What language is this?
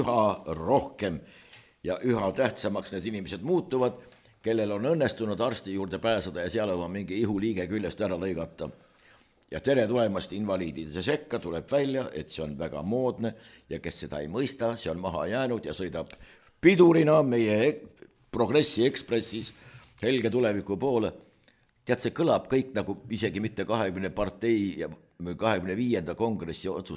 Estonian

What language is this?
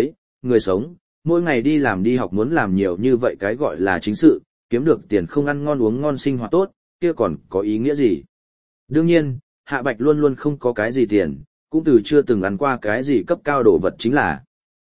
Vietnamese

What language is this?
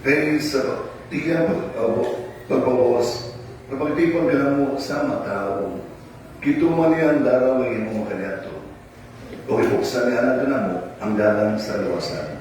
Cebuano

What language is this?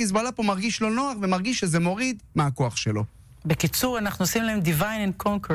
Hebrew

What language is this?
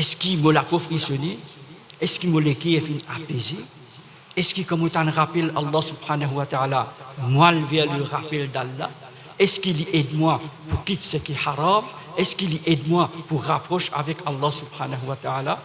Morisyen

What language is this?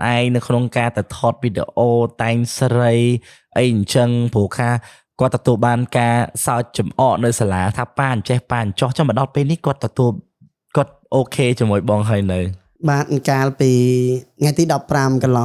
Khmer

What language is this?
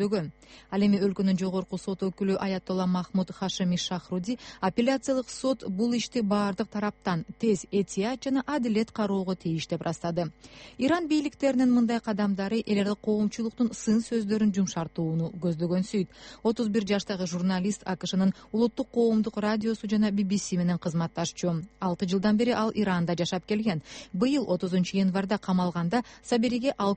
Kyrgyz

